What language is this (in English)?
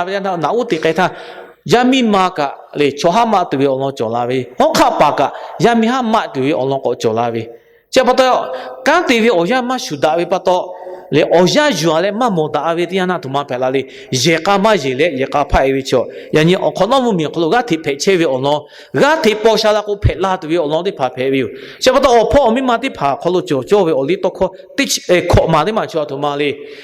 Lahu